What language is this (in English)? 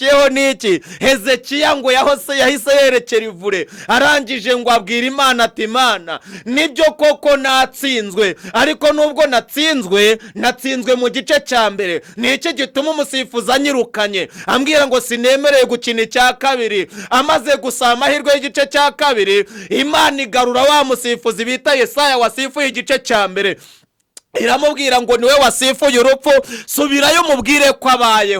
Kinyarwanda